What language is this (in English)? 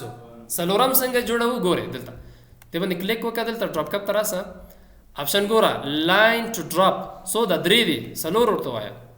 Pashto